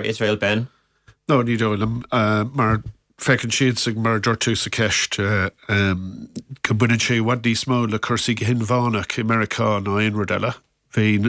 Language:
Irish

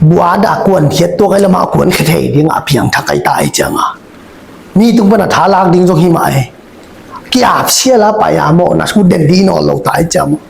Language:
Tedim Chin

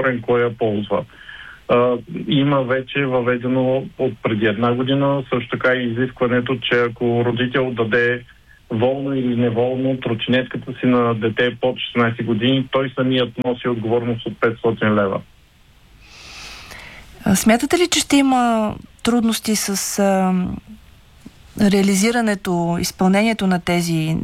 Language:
Bulgarian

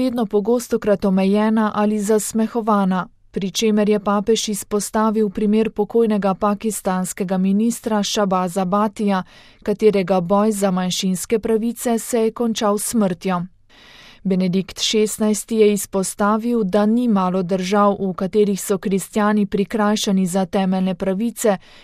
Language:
Slovenian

